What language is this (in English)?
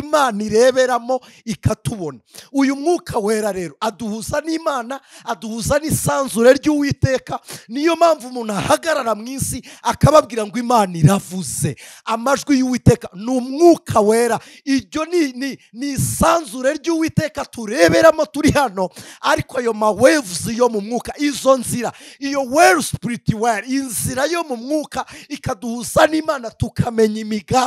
Kinyarwanda